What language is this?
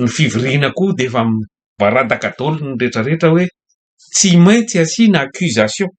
Malagasy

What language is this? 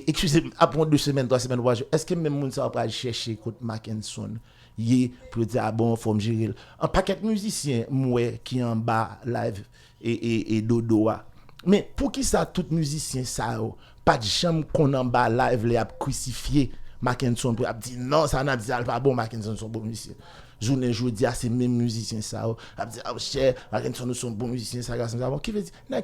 Haitian Creole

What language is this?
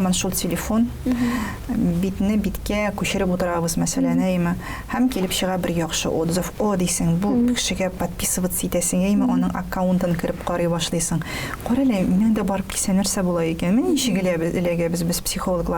Tatar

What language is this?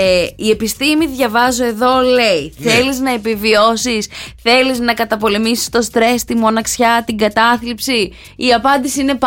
Greek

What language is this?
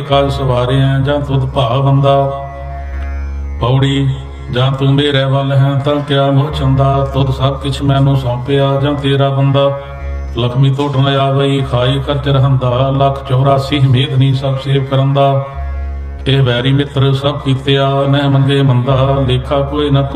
Punjabi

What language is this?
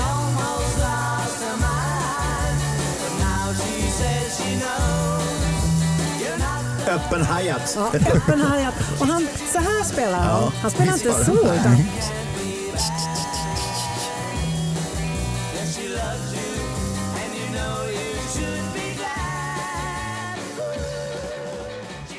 Swedish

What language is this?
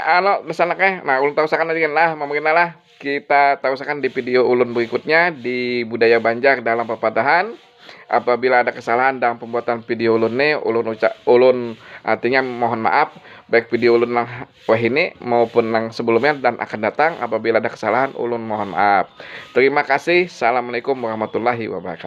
Banjar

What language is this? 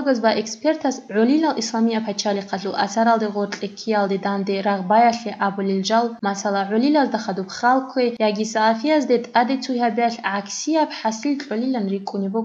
Avaric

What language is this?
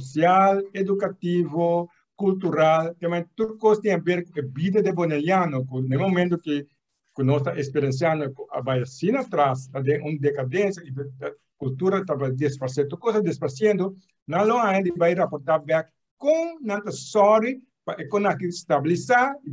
Papiamento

